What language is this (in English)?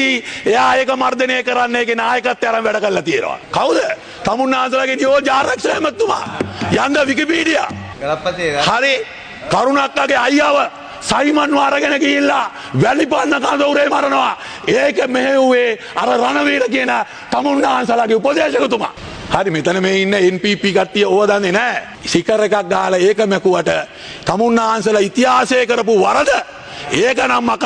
Sinhala